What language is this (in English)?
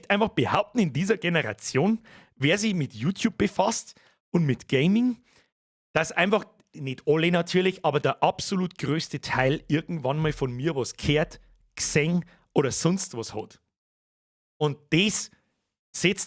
Bavarian